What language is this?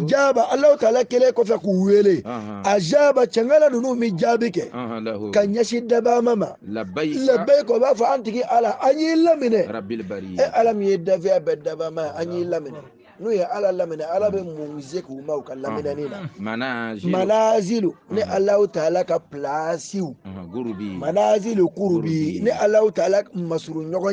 Bambara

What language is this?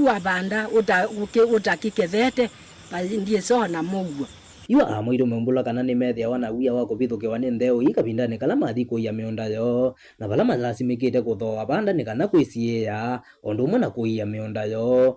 Kamba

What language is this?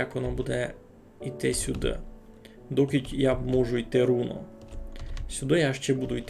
Rusyn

